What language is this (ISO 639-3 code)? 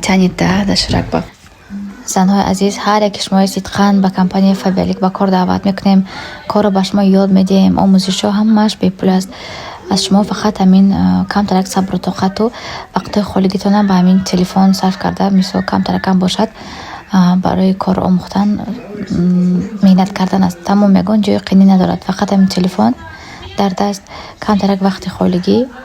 tgk